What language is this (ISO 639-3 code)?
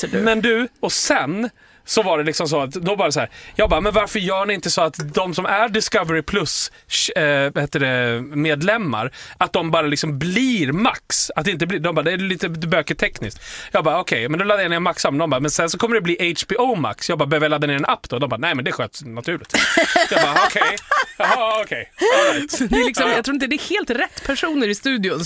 swe